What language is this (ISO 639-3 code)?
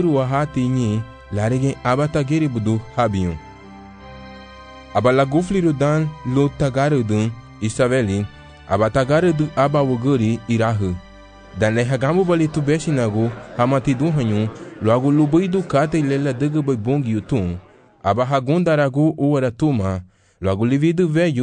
cab